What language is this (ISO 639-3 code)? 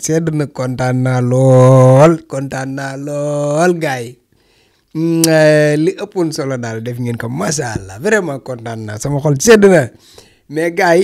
wol